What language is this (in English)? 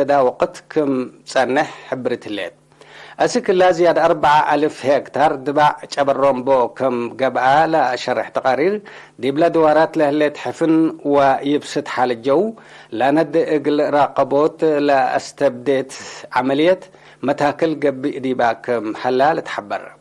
Tigre